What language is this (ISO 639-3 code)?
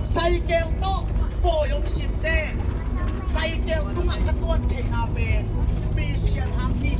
ctd